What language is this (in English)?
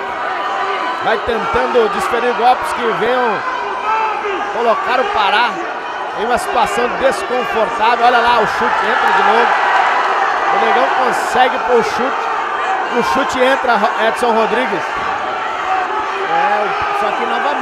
Portuguese